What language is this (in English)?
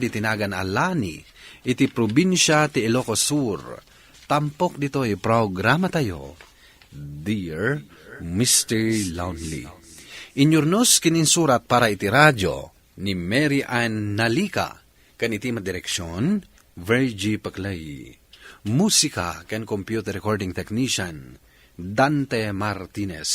Iloko